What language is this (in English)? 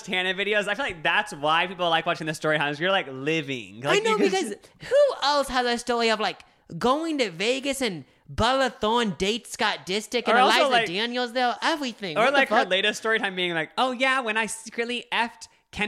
English